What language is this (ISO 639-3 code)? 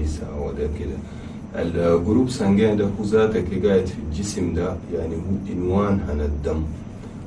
shu